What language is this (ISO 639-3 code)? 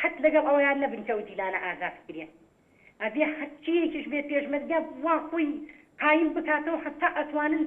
ckb